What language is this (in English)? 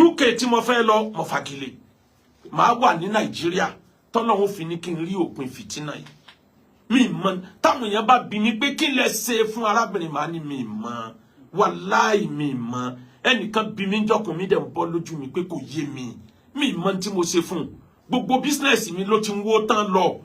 Yoruba